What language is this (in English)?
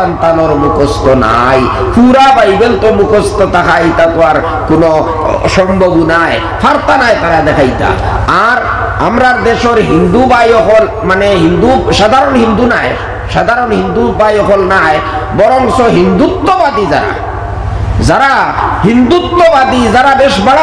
Sylheti